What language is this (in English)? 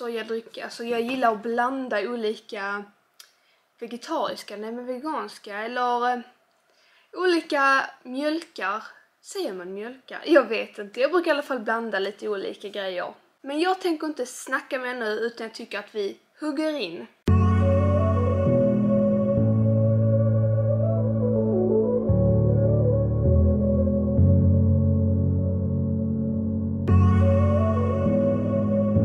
Swedish